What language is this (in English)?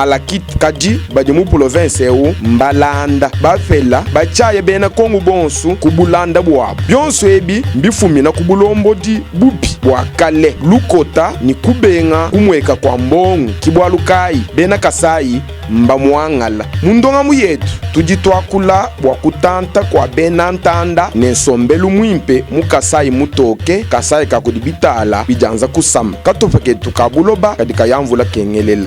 Luba-Lulua